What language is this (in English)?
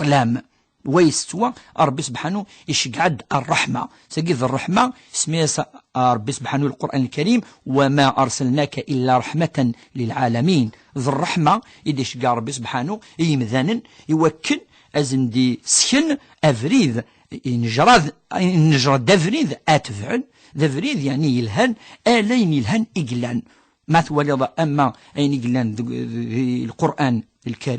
Kabyle